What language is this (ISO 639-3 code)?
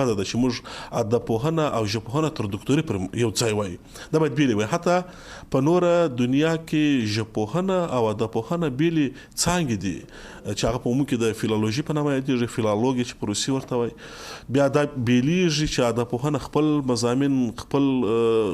pus